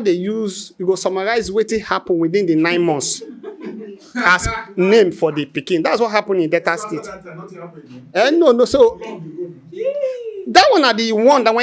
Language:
Nigerian Pidgin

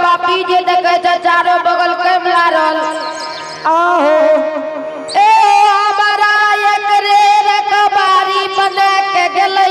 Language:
Angika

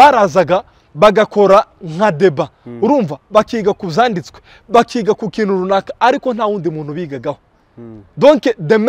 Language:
Kinyarwanda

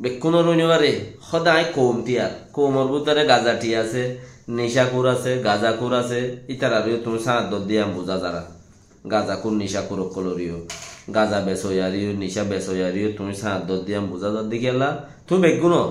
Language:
Rohingya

